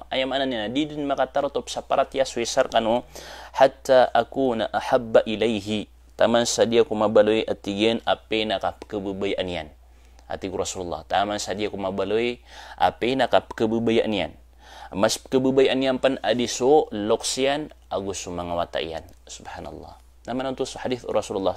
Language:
Maranao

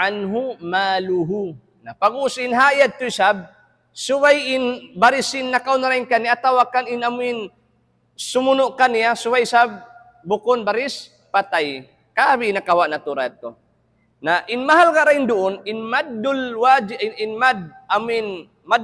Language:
Tausug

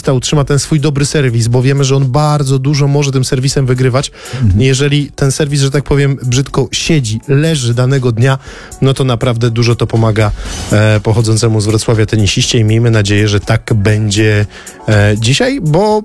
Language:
Polish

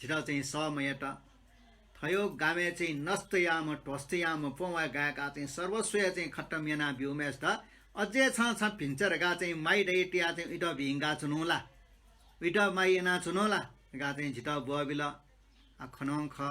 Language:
Newari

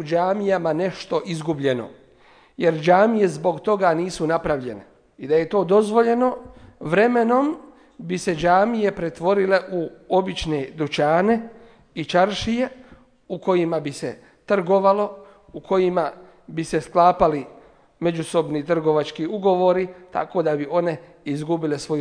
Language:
Bosnian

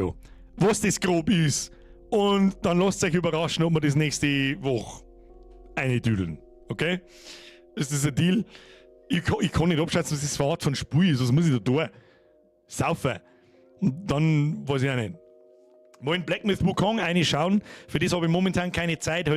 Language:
Bavarian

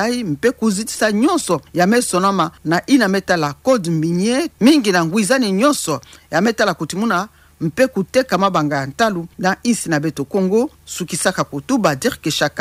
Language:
Kituba (Democratic Republic of Congo)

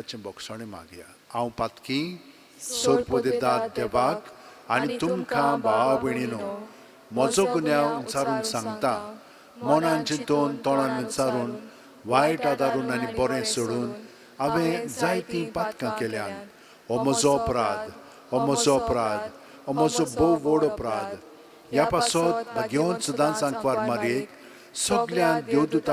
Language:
Konkani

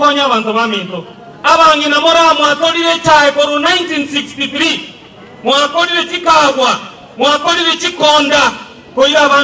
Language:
Gusii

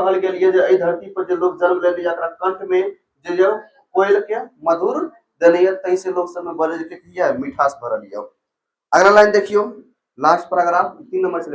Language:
Maithili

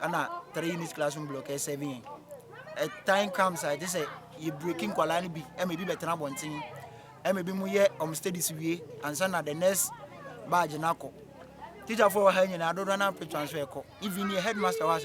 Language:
Akan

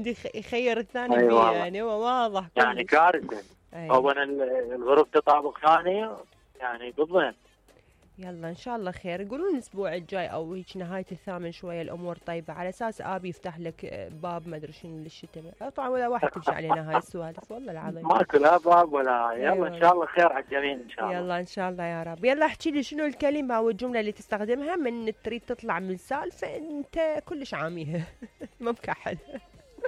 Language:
Mesopotamian Arabic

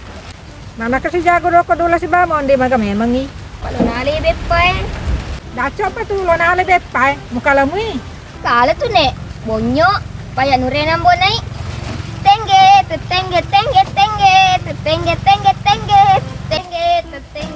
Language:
Buginese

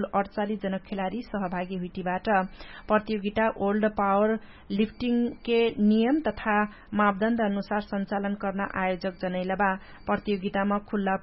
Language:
Dangaura Tharu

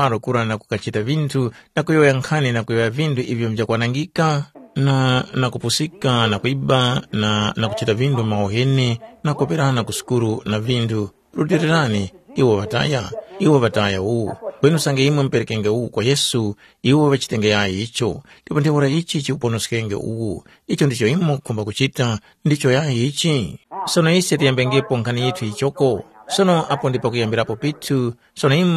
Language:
Tumbuka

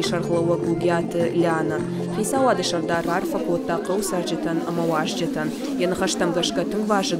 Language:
Ossetic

